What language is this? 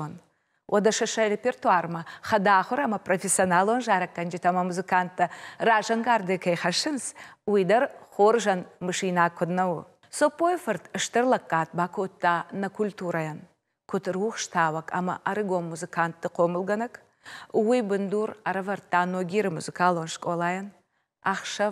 Ossetic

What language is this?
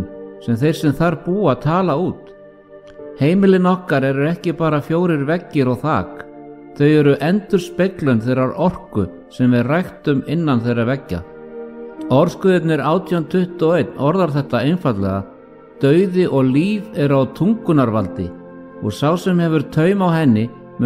Icelandic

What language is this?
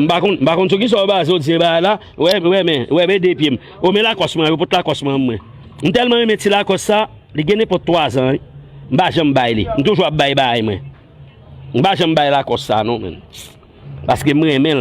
Haitian Creole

